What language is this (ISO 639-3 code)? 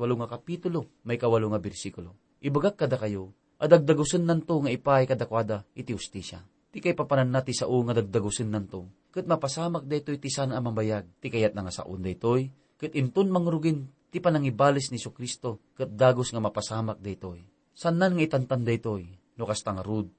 ilo